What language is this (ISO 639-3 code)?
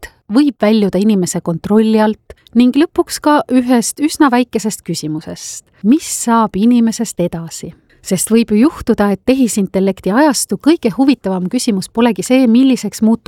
est